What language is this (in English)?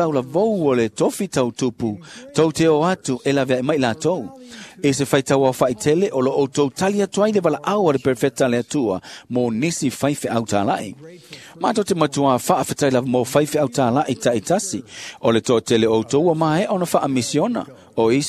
Samoan